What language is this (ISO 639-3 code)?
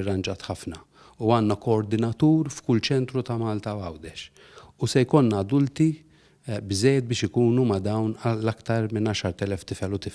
mlt